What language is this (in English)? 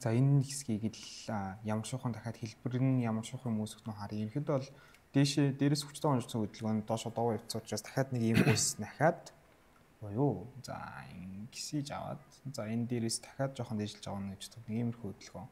Mongolian